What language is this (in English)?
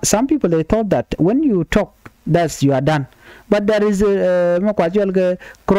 Nuer